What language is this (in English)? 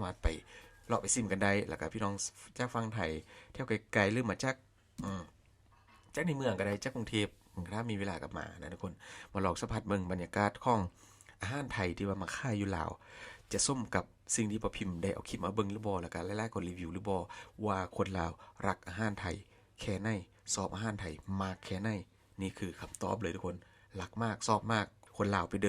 Lao